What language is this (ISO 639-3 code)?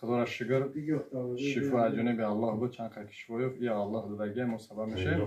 tgk